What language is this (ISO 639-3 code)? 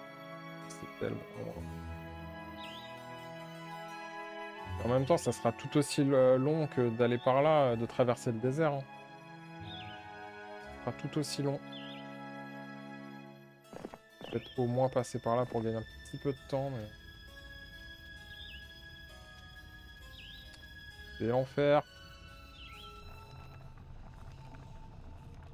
fra